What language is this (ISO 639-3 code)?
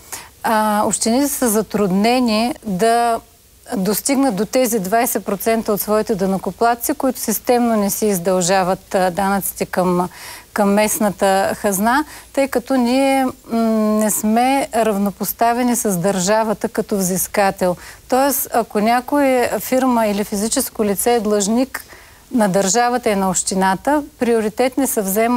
bul